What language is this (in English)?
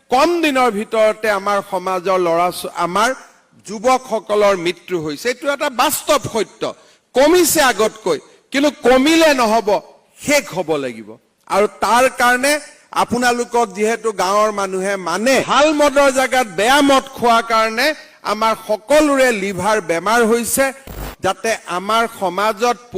Assamese